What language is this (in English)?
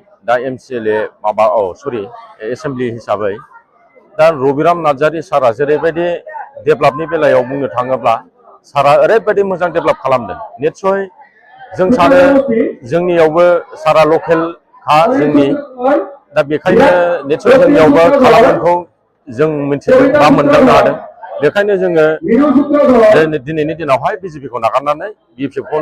Bodo